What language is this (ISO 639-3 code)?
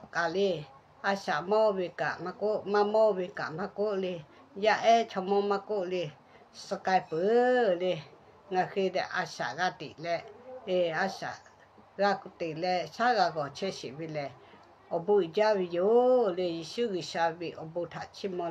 lhu